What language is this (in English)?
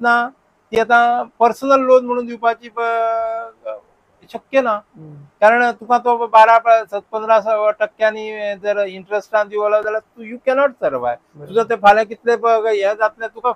Konkani